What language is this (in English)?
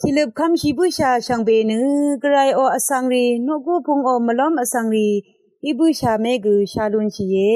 Rawang